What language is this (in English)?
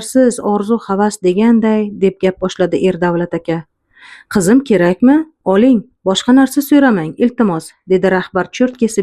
Uzbek